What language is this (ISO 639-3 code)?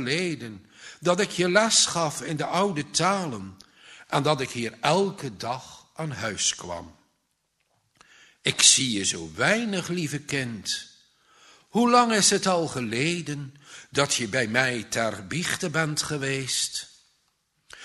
nld